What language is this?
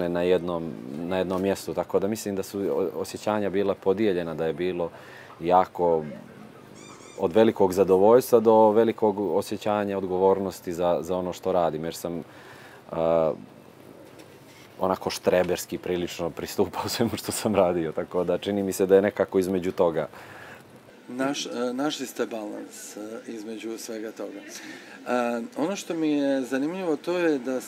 Serbian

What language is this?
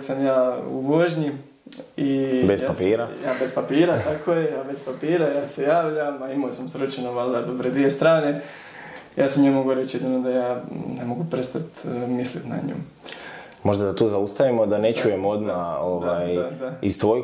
Croatian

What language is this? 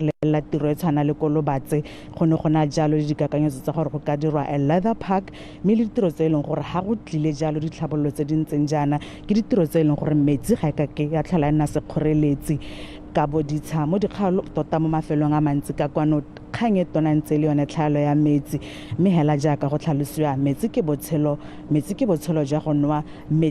Tswana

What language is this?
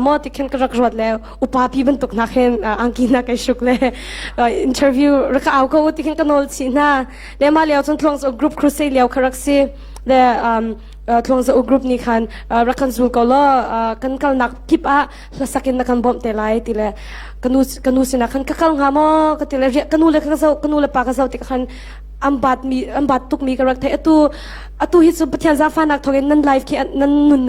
Hakha Chin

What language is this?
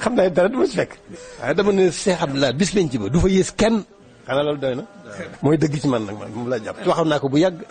Wolof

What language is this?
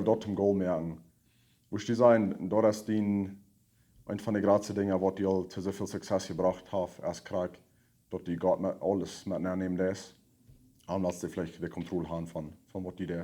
Plautdietsch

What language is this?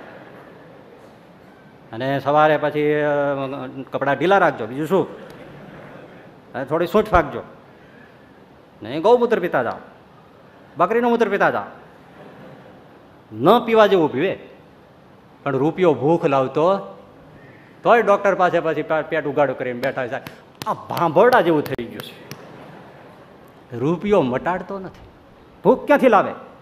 Gujarati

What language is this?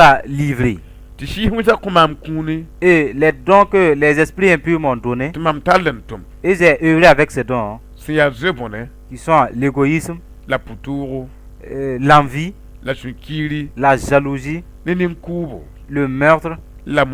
Mossi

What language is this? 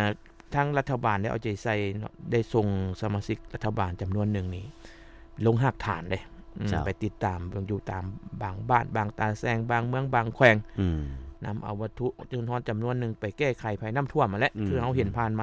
Lao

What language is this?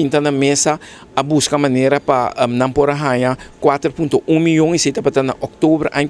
Papiamento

